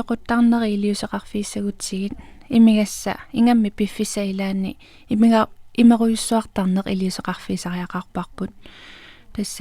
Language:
Kalaallisut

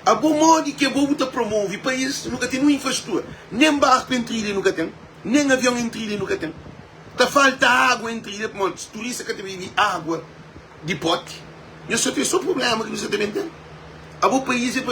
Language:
Kabuverdianu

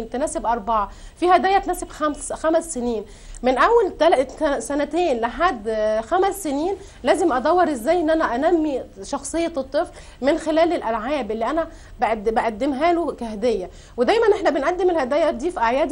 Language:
Egyptian Arabic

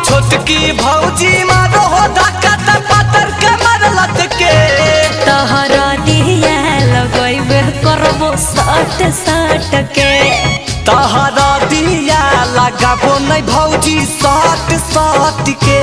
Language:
Magahi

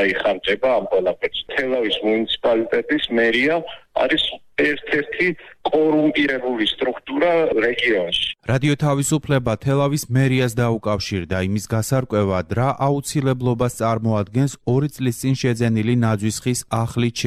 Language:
Georgian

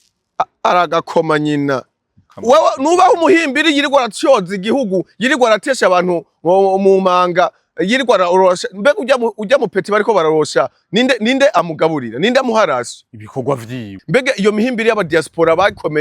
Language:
Rundi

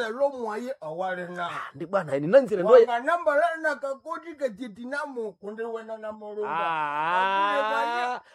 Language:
Nande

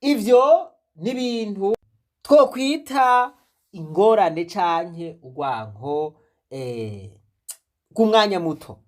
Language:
Rundi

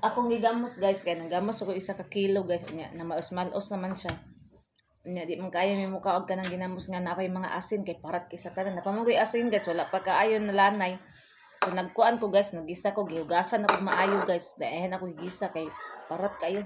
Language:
Cebuano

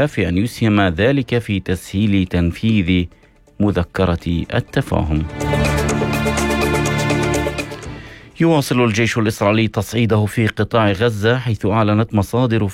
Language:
Arabic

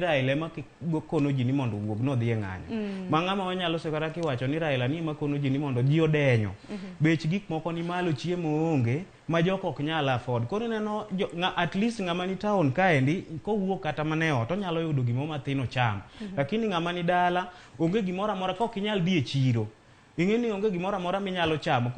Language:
Luo (Kenya and Tanzania)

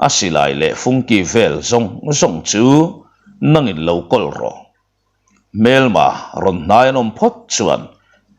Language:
Mizo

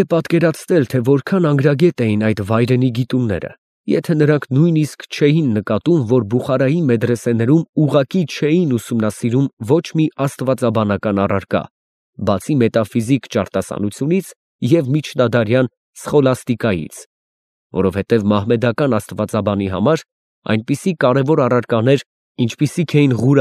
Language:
Armenian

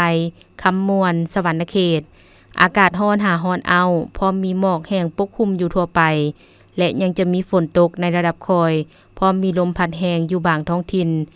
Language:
Lao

